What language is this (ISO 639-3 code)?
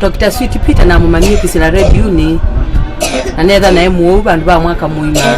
kam